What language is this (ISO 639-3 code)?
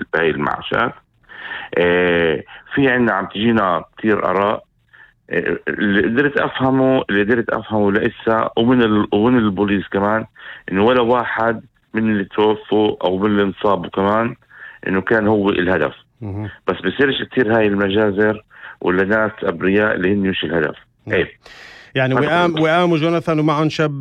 apc